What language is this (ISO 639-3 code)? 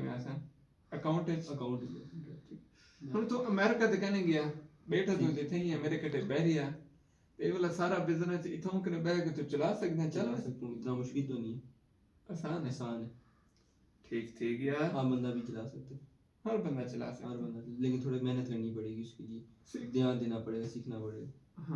skr